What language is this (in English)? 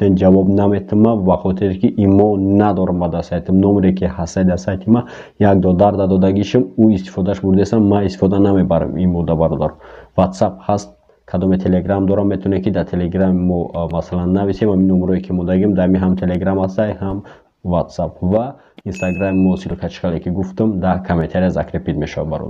Tajik